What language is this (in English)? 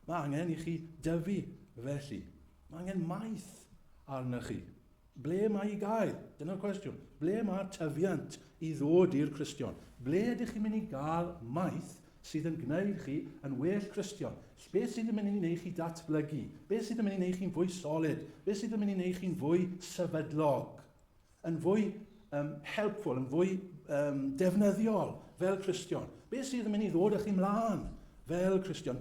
Welsh